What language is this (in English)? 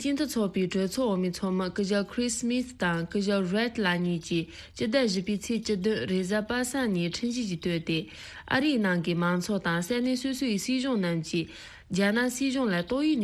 Tibetan